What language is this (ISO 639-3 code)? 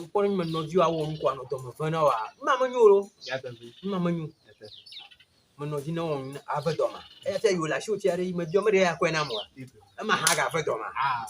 ewe